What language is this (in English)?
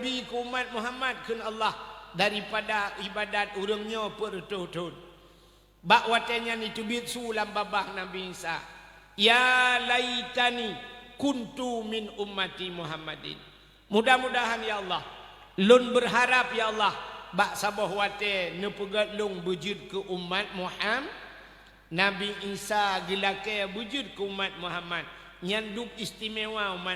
Achinese